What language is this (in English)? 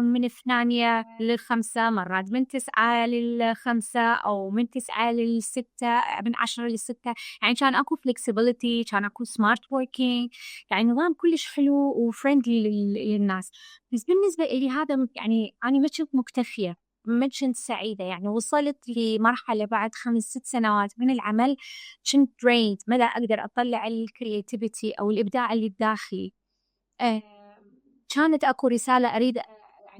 Mesopotamian Arabic